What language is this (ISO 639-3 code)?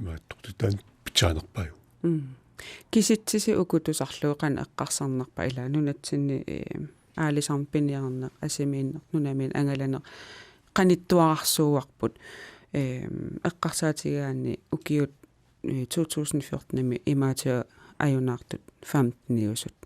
kal